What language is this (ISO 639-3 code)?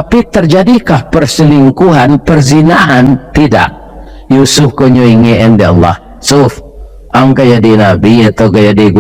min